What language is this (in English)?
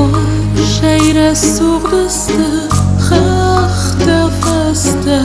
Ossetic